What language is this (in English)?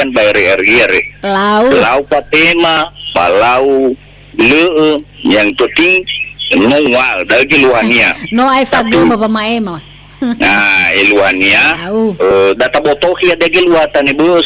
Nias